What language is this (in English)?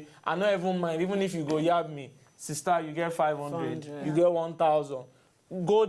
Nigerian Pidgin